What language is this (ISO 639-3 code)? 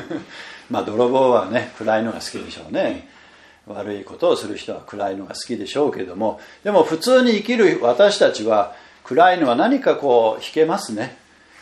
jpn